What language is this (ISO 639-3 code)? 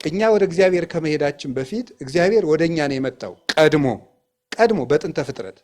amh